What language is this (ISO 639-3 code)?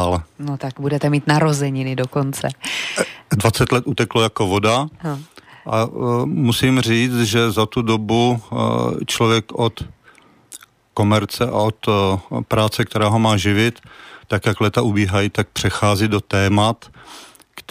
ces